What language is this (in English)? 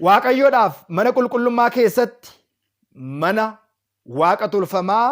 Oromo